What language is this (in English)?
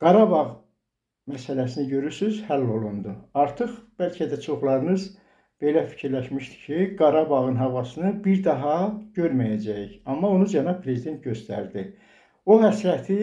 Azerbaijani